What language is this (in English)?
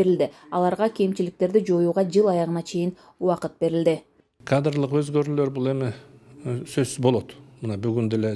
Kyrgyz